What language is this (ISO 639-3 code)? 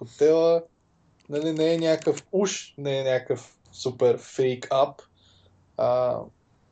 bul